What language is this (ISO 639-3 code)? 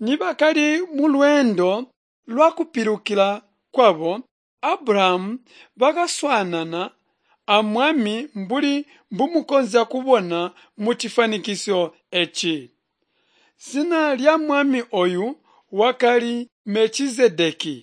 toi